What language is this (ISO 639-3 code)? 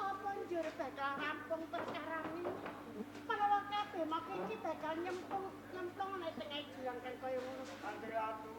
jav